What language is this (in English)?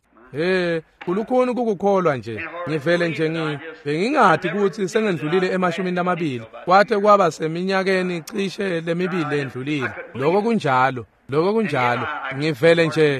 Swati